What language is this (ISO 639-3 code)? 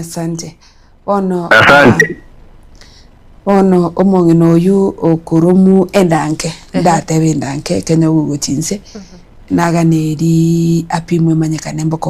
guz